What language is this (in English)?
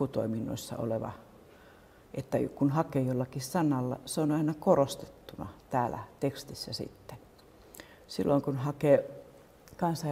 Finnish